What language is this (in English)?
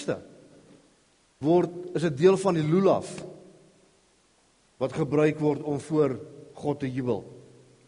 Afrikaans